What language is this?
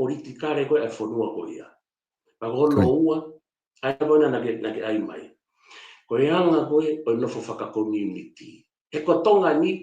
Tongan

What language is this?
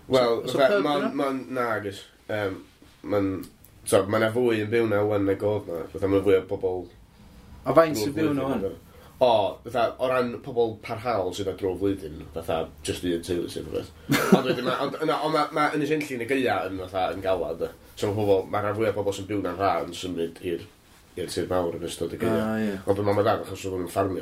Welsh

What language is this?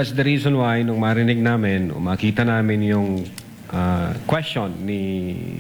Filipino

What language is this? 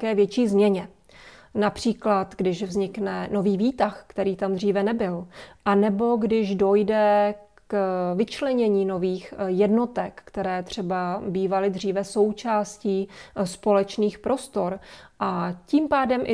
Czech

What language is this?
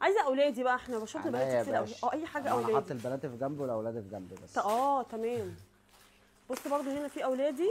Egyptian Arabic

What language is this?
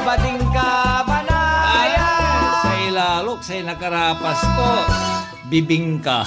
Pangasinan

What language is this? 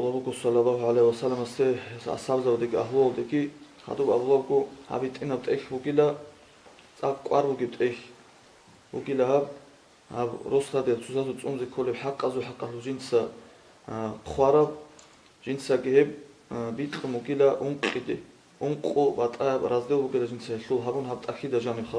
Avaric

